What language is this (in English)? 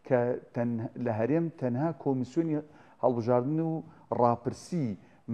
Central Kurdish